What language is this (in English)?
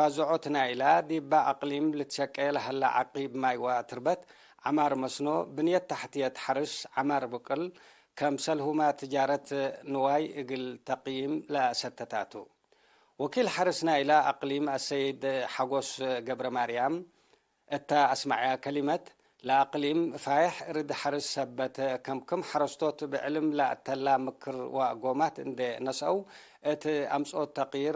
Tigre